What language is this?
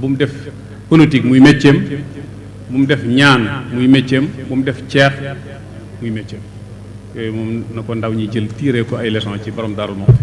Wolof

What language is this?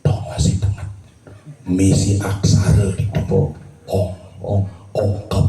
Balinese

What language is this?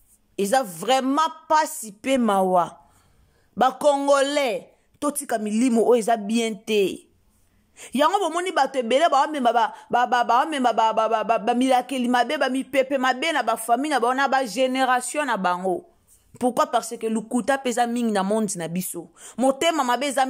Lingala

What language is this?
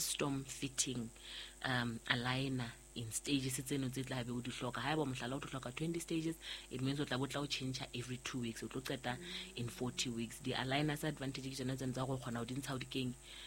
Southern Sotho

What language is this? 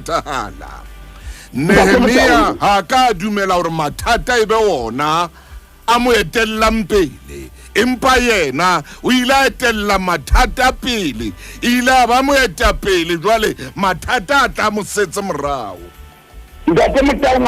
Southern Sotho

